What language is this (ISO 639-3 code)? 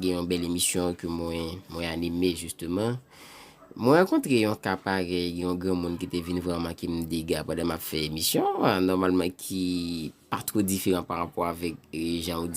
hat